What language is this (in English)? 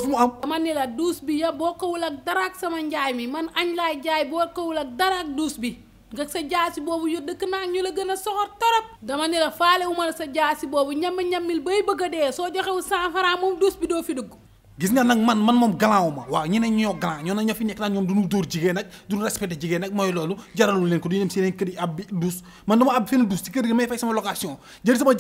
Wolof